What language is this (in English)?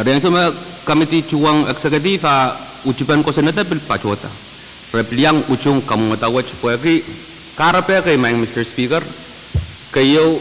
Pohnpeian